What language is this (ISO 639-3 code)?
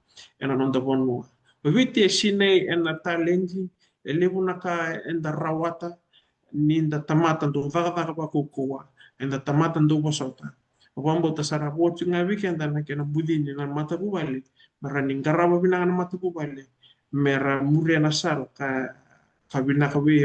fij